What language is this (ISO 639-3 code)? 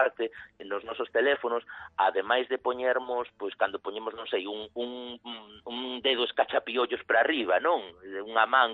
glg